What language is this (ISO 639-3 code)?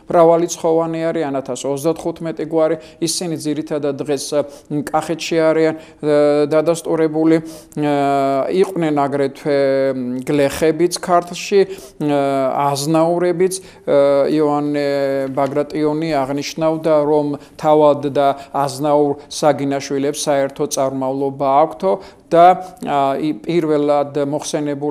kat